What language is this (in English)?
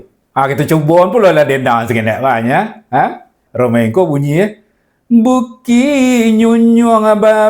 Minangkabau